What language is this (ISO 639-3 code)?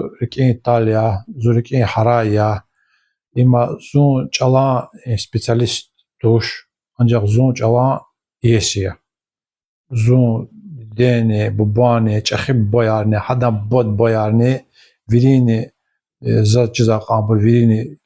lez